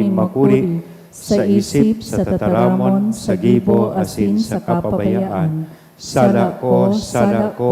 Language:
Bikol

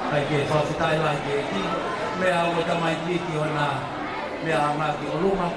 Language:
Tongan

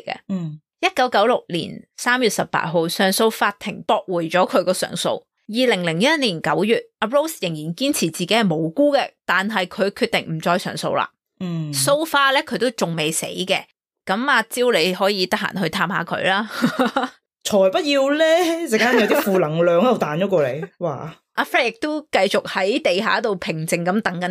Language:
Cantonese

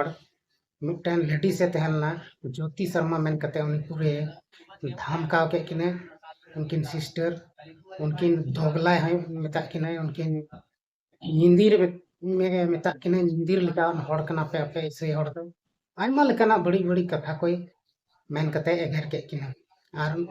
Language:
Santali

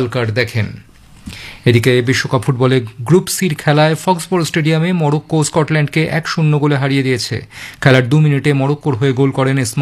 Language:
Bangla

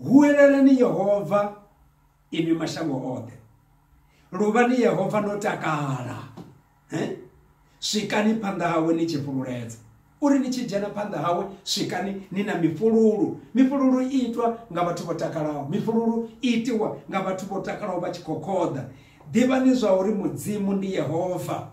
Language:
Venda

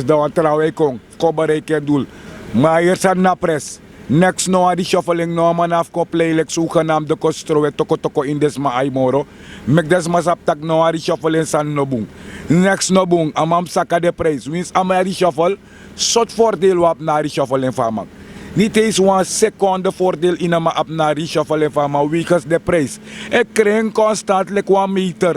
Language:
Sranan Tongo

